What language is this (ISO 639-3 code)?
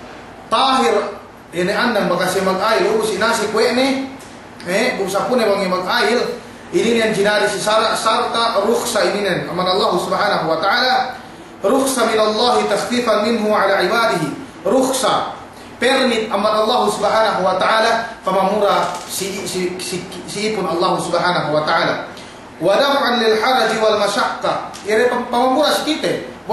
yka